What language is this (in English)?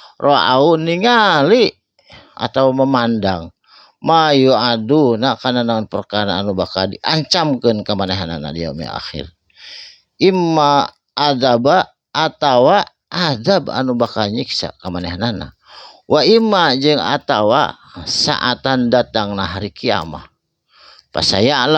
Sundanese